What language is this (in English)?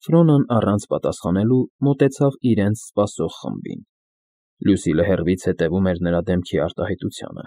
Armenian